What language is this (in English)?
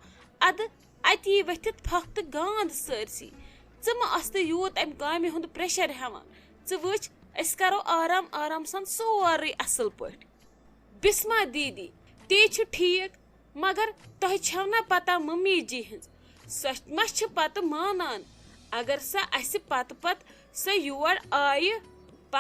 Kashmiri